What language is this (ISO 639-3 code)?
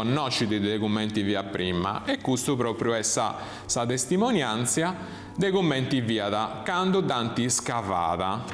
srd